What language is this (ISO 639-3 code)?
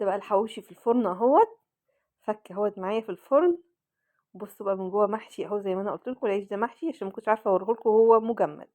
arz